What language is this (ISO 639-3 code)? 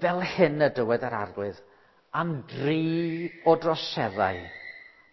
cym